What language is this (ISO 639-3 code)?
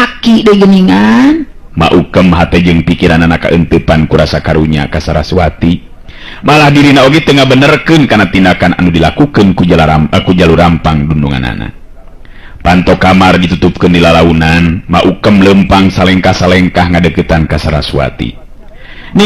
sun